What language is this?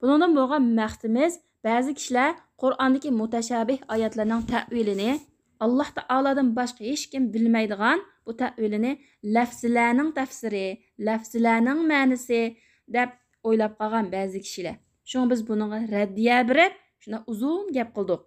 Uyghur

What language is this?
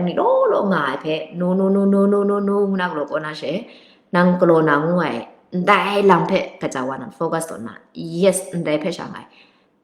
Kachin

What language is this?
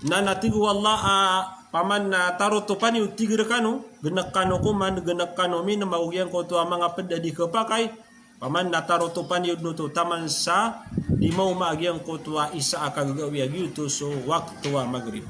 Maranao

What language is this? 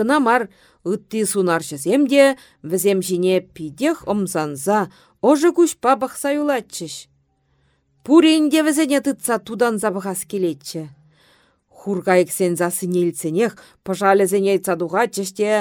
Chuvash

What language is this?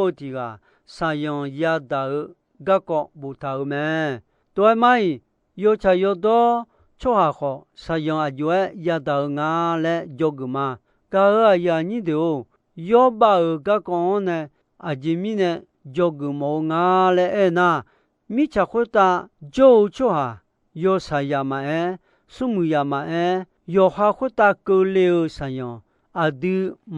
Akha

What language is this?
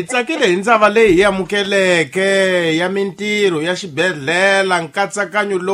Tsonga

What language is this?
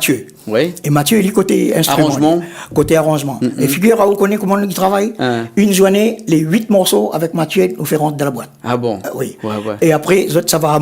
Réunion Creole French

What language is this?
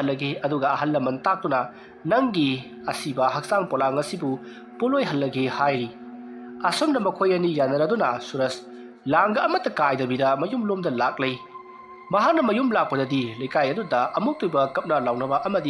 Manipuri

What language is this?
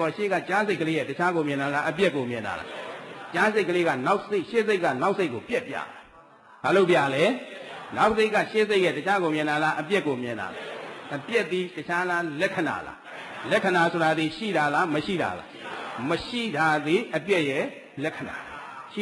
Burmese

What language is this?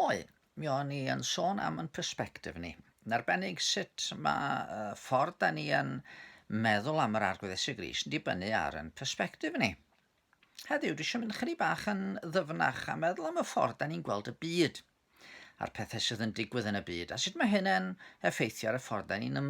Welsh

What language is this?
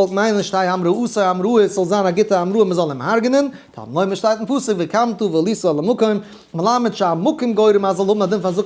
Yiddish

